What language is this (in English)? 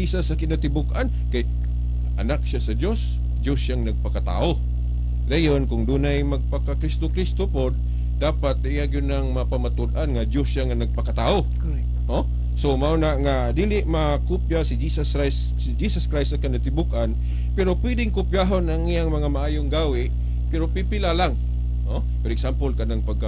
Cebuano